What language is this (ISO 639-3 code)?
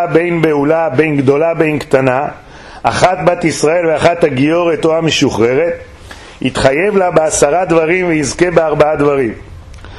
heb